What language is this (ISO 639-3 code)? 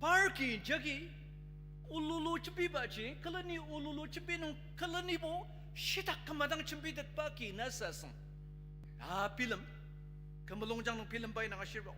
njo